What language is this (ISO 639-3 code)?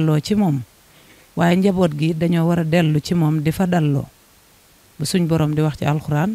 wol